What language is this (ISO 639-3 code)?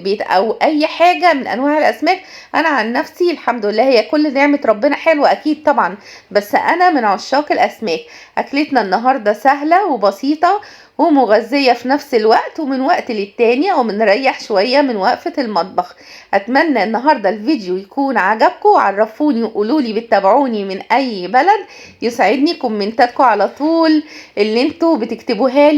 arz